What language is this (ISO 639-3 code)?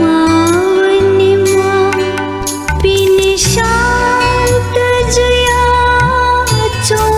new